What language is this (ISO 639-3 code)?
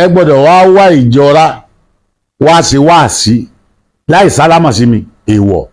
yor